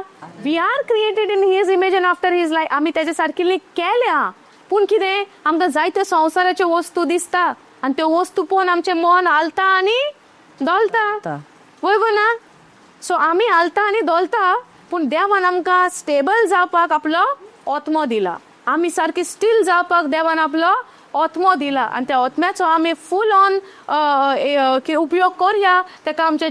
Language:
Konkani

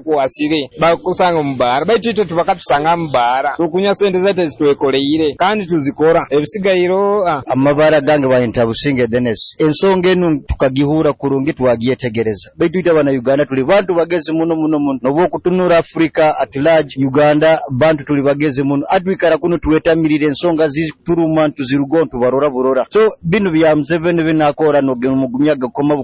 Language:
Nyoro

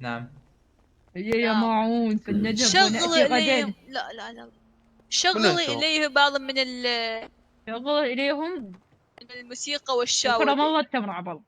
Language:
Mesopotamian Arabic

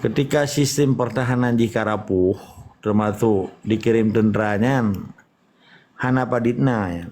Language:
Achinese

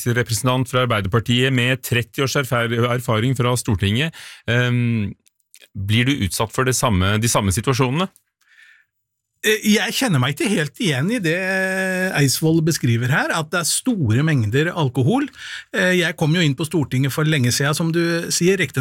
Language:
Norwegian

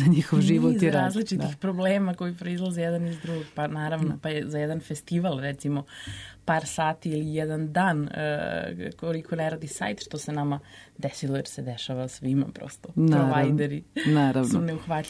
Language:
Serbian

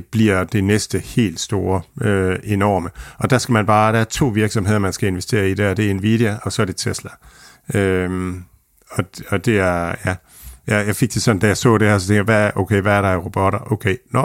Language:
Danish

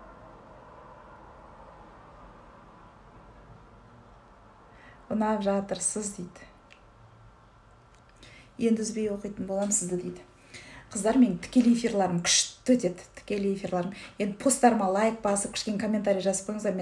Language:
Kazakh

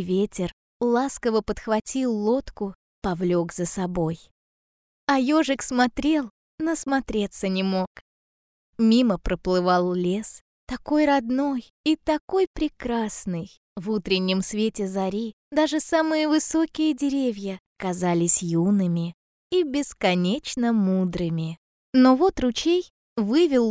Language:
Russian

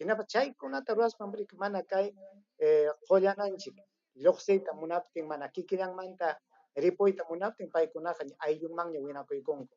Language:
Ayacucho Quechua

